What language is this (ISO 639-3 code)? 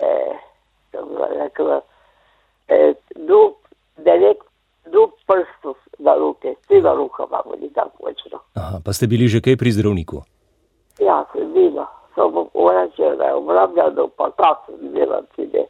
slv